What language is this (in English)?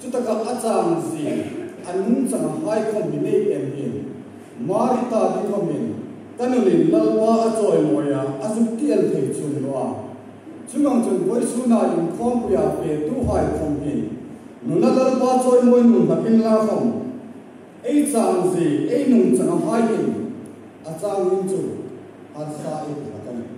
Hmar